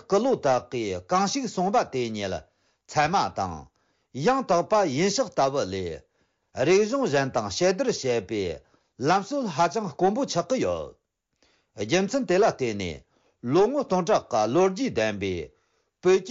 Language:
Tibetan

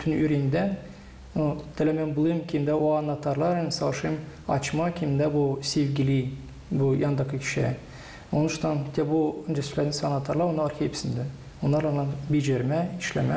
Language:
Gagauz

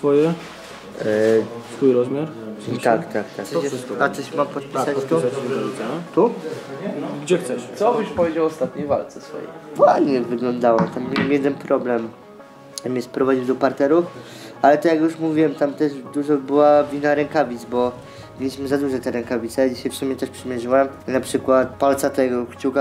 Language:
Polish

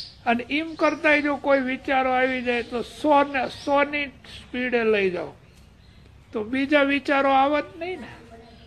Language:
Gujarati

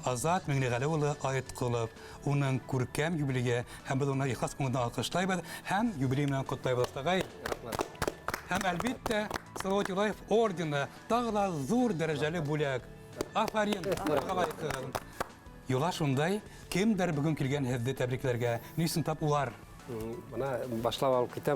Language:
Bashkir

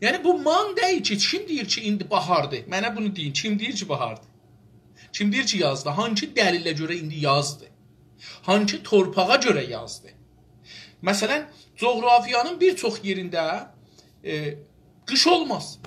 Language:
South Azerbaijani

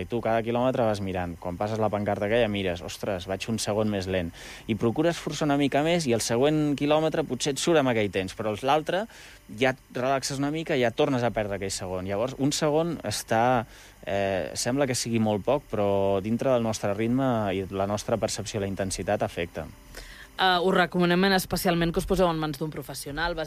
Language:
Catalan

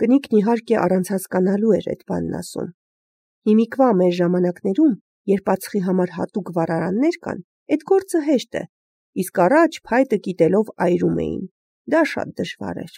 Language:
Armenian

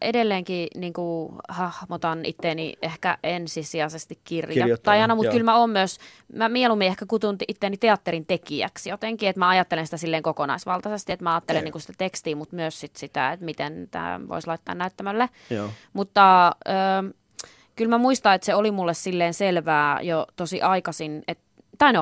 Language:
Finnish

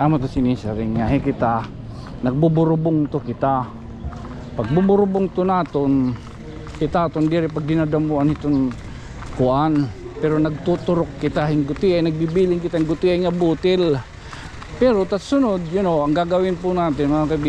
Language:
Waray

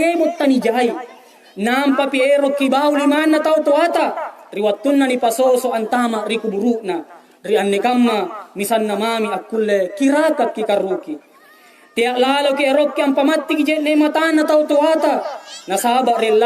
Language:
Makasar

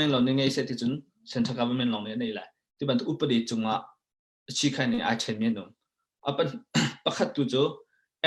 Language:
Hakha Chin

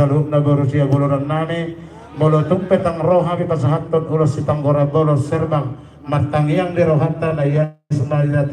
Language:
Batak Toba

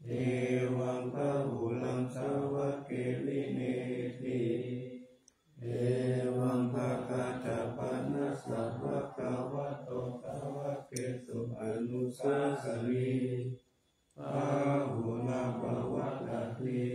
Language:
Pali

